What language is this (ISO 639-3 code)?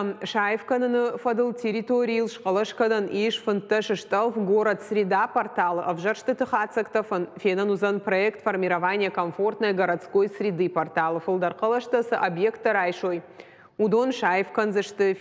oss